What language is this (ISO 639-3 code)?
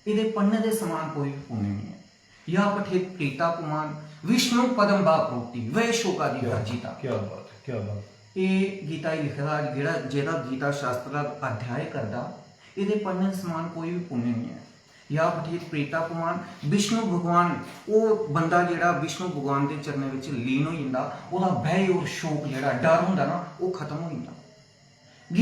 doi